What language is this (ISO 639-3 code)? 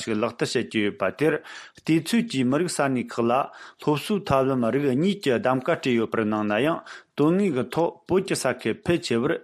bod